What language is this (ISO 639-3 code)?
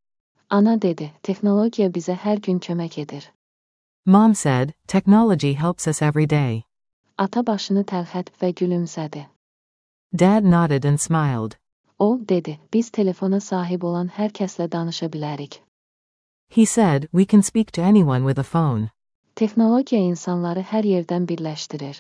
aze